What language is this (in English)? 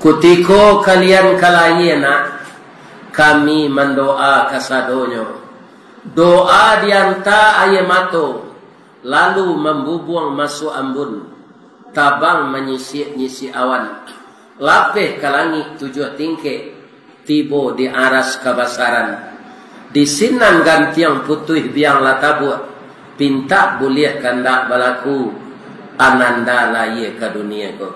Minangkabau